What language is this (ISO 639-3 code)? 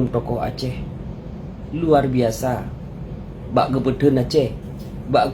ace